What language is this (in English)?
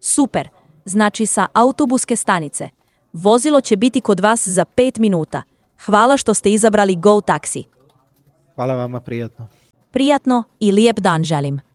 Serbian